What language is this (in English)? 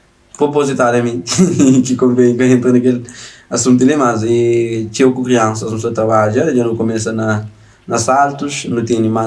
Kabuverdianu